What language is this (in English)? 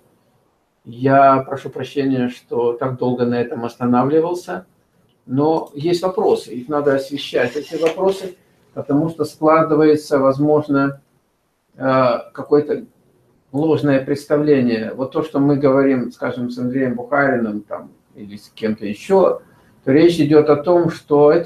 Russian